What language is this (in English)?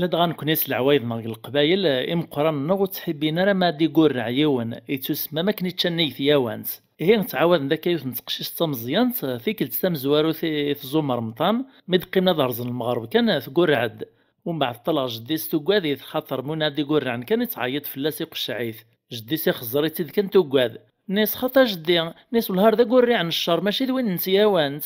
Kabyle